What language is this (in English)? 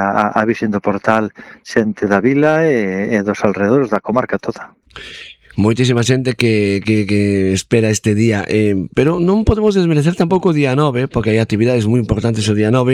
Galician